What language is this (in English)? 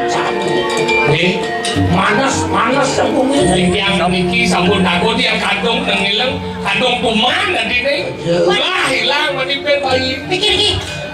Balinese